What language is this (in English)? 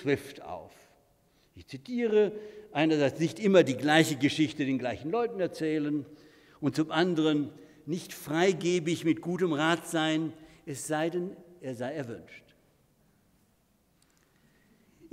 German